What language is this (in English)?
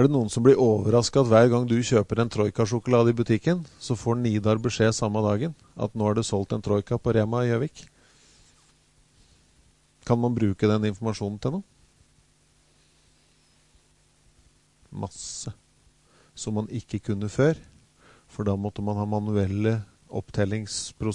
Norwegian